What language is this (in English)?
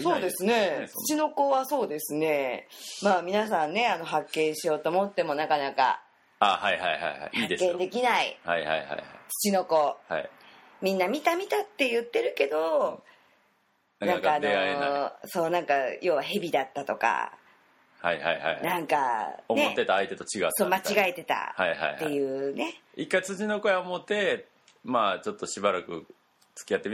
Japanese